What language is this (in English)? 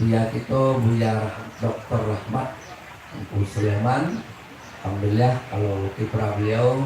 Minangkabau